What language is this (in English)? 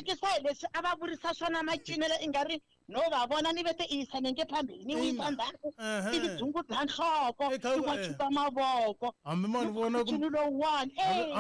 Tsonga